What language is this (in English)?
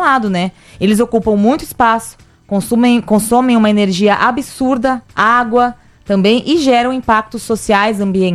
Portuguese